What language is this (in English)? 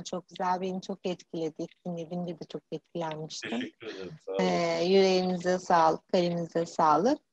Turkish